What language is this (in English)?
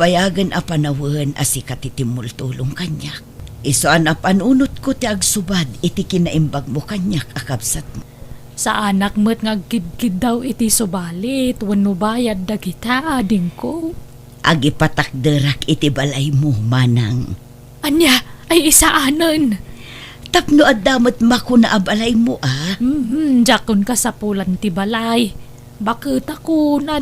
Iloko